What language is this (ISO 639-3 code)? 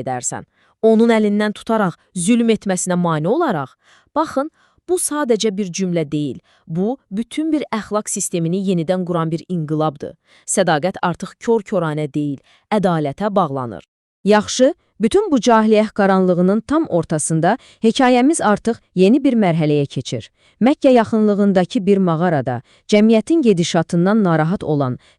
aze